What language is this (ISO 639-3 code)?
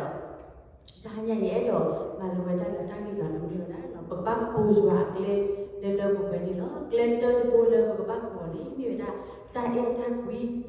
ksw